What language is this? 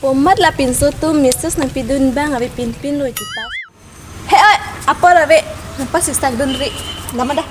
Karbi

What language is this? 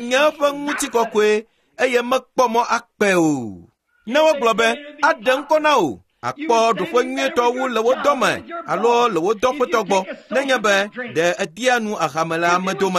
Ewe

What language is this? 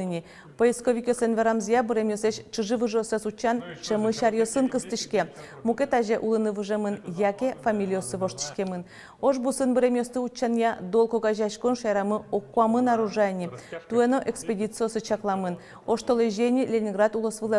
Udmurt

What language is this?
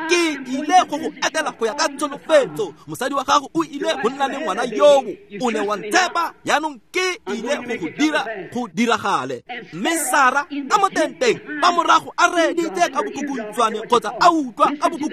Tswana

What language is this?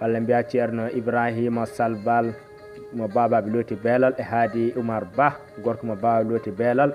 Fula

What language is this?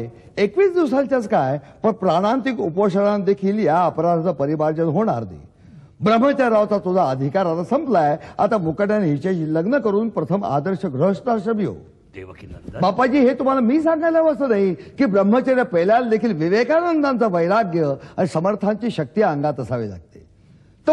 Marathi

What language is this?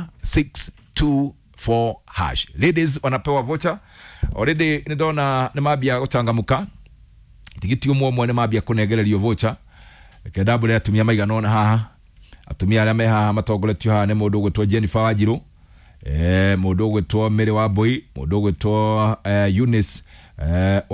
Kikuyu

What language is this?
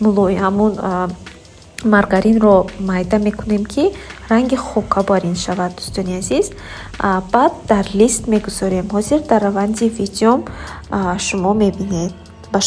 Tajik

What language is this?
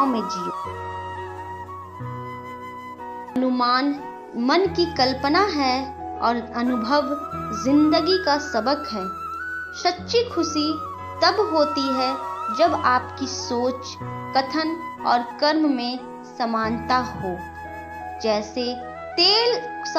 Hindi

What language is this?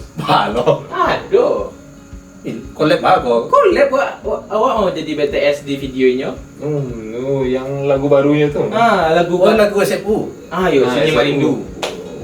Minangkabau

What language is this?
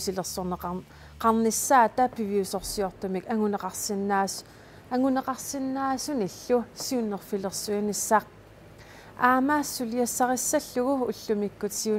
Kalaallisut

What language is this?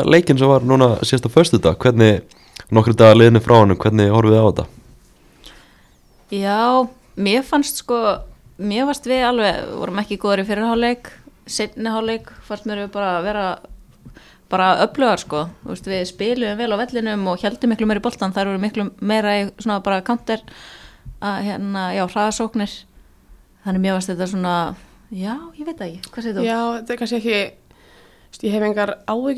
Icelandic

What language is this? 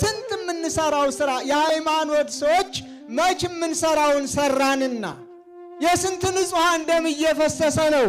Amharic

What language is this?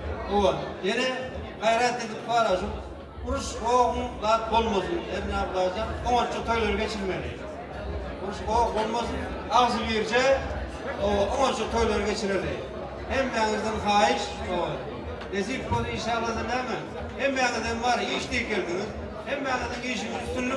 Turkmen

